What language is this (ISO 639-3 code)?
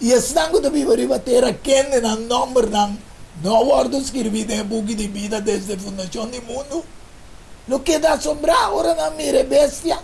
pap